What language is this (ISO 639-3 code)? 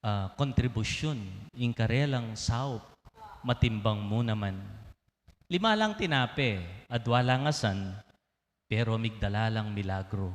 pam